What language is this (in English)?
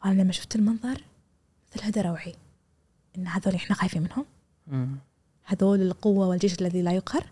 Gulf Arabic